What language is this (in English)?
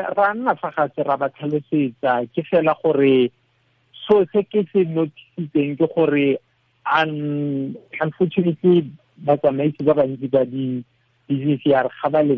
Tswana